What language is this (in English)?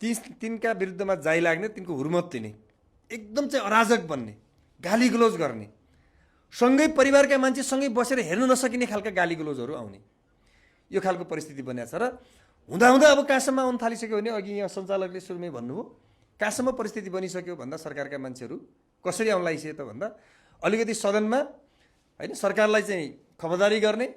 Nepali